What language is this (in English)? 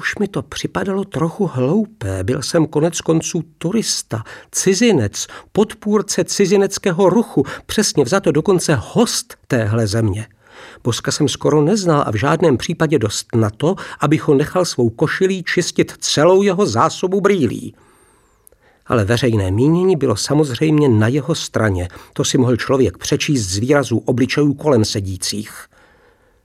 Czech